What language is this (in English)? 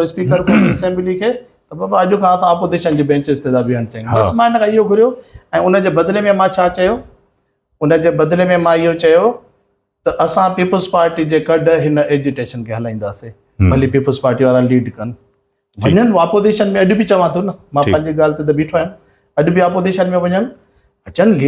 Sindhi